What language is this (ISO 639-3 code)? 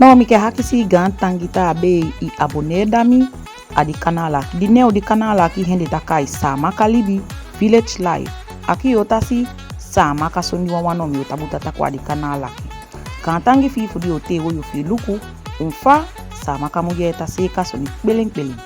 srm